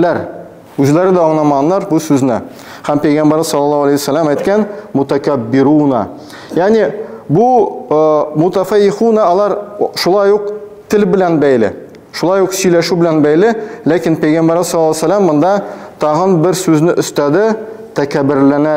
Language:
Tatar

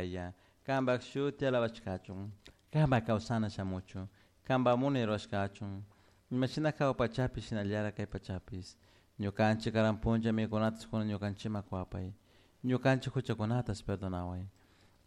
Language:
Chimborazo Highland Quichua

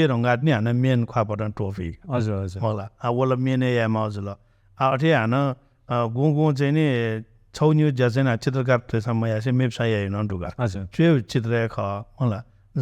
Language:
Newari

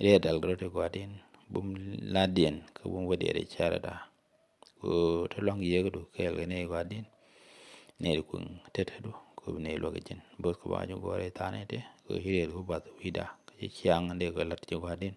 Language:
Nuer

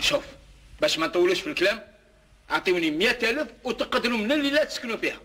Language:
Algerian Arabic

